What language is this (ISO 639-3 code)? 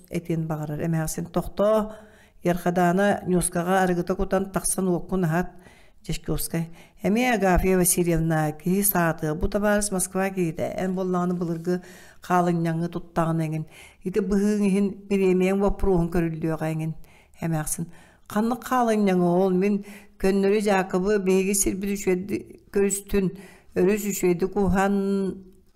sah